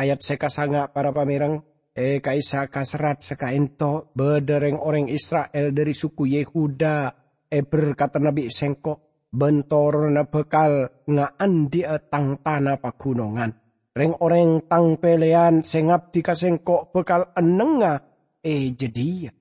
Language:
Madurese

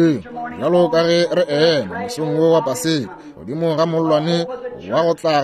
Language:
Northern Sotho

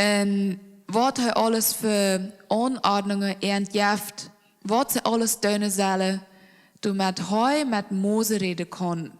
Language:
Plautdietsch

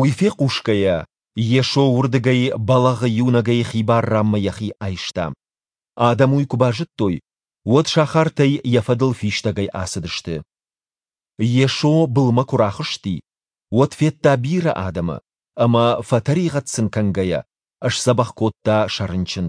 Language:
Ossetic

